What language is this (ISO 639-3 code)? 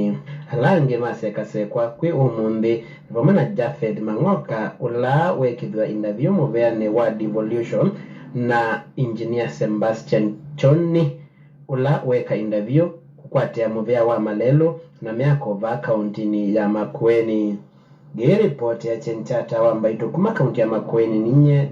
kam